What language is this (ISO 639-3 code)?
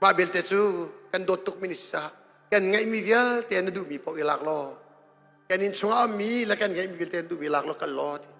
cnh